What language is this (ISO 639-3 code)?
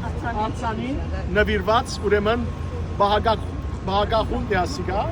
hyw